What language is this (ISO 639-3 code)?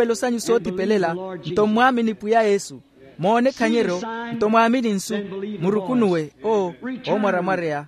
vmw